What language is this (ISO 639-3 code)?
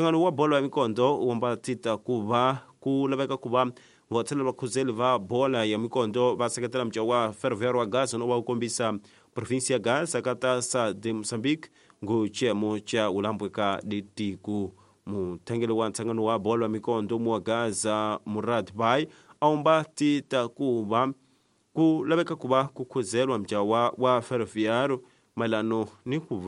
tso